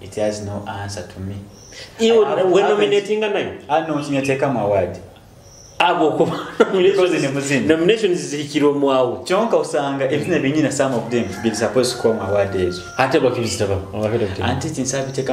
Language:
Nyoro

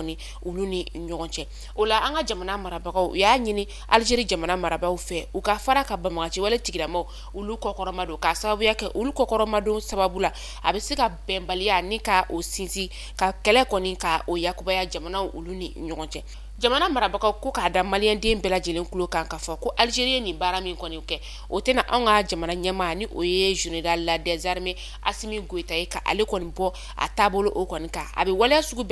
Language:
Bambara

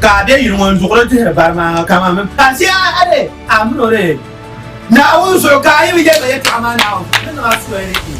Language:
Dagbani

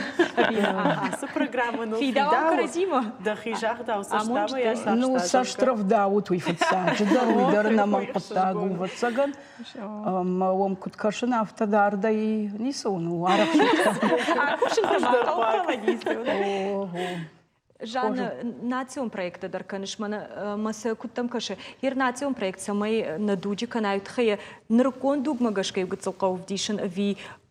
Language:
Ossetic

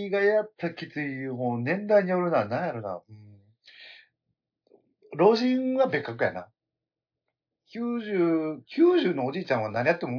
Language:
Japanese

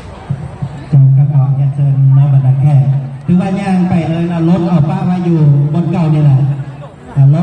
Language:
Lao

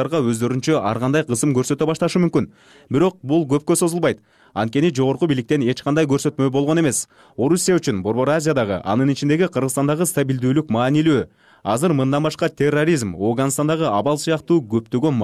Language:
Kyrgyz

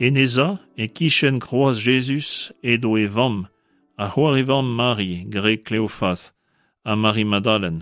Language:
Breton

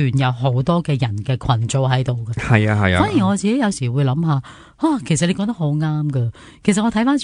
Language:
Cantonese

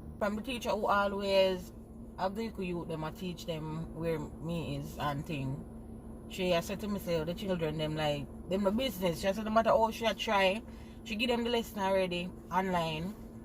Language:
Jamaican Creole English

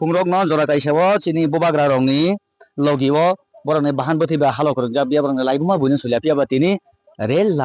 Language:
Kok Borok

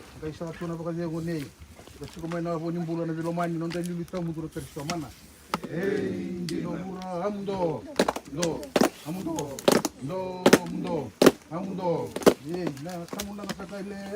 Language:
Fijian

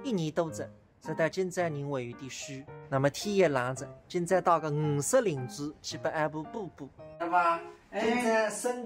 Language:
Wu Chinese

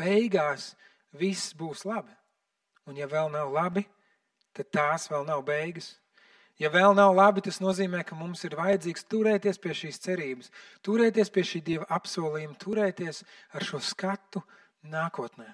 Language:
Latvian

